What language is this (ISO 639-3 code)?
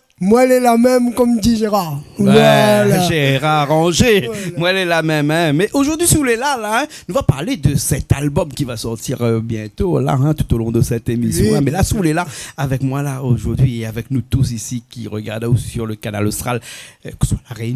rcf